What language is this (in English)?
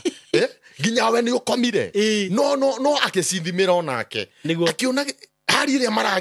Kikuyu